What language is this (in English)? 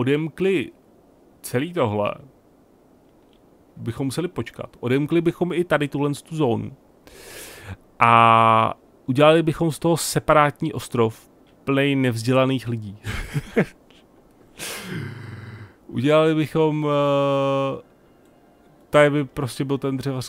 Czech